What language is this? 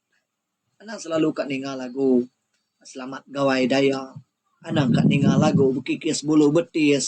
Iban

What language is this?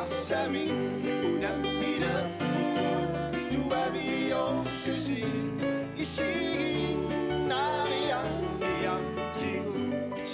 Kalaallisut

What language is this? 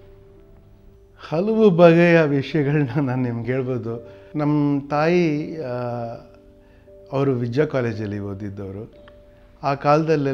Kannada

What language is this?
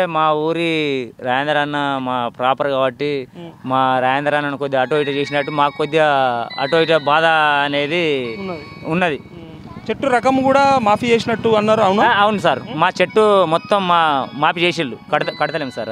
Telugu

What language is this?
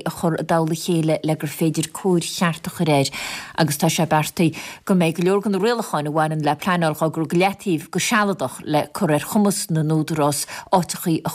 Irish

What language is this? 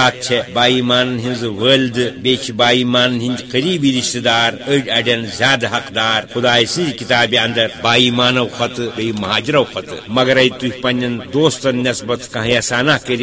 Kashmiri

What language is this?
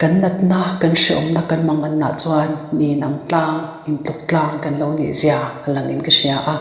Mizo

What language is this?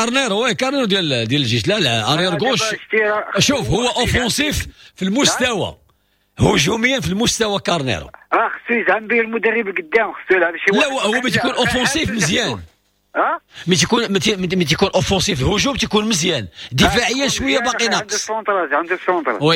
Moroccan Arabic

